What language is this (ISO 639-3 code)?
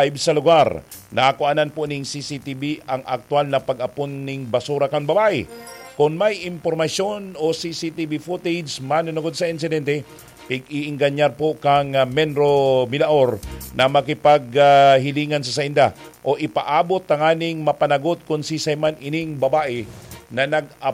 bik